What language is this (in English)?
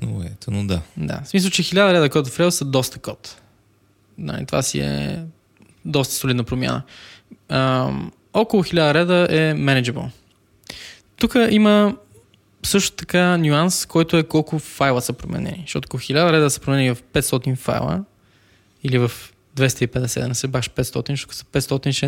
Bulgarian